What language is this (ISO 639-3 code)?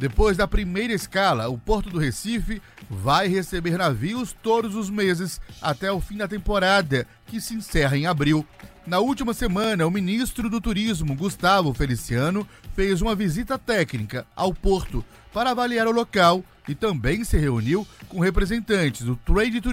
por